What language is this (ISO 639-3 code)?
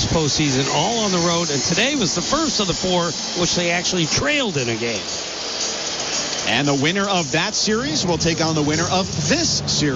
eng